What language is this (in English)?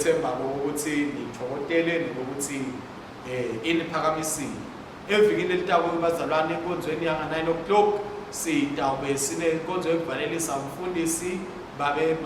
Swati